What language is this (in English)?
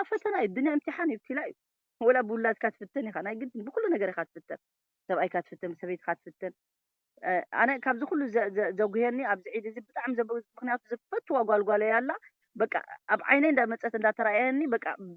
Tigrinya